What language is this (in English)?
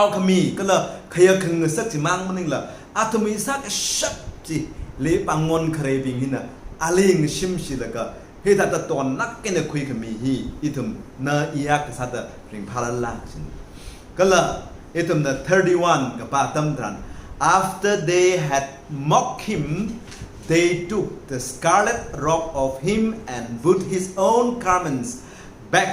Tangkhul Naga (India)